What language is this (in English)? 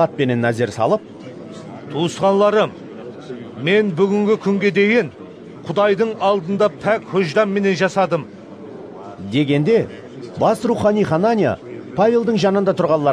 Kara-Kalpak